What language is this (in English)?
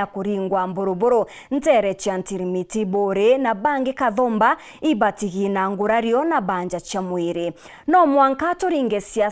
Meru